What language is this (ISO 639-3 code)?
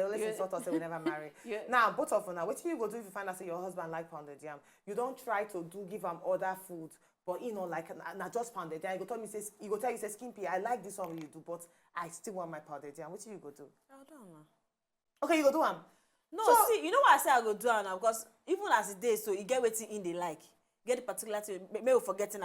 pcm